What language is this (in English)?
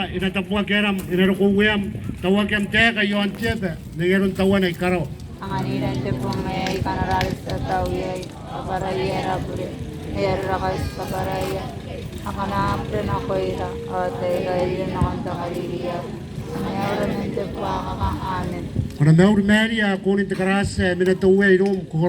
Gilbertese